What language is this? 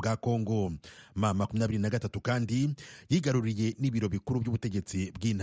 Kinyarwanda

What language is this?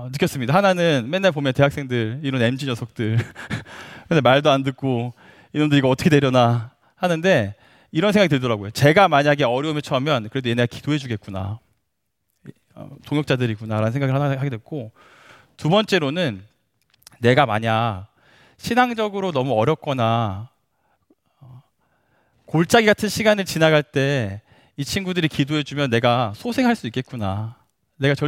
Korean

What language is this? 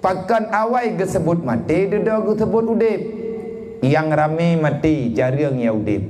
Achinese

